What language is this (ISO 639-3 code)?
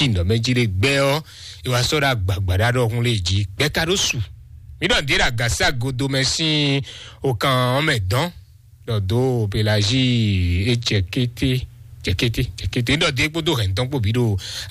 fon